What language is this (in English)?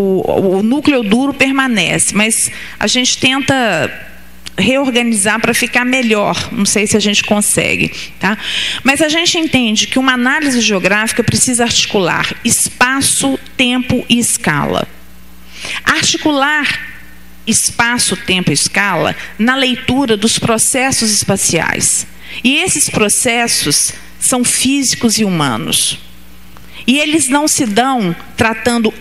Portuguese